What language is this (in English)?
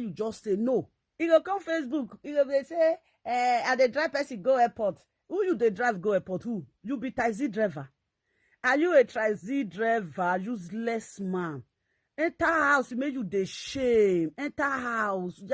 Nigerian Pidgin